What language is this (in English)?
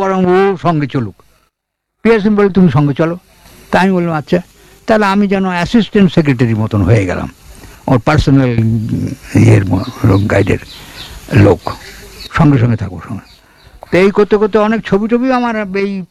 Bangla